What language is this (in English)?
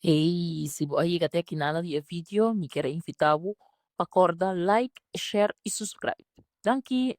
Papiamento